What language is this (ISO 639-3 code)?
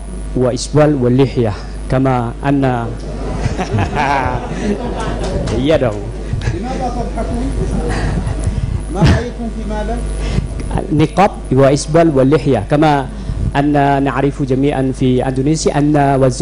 ara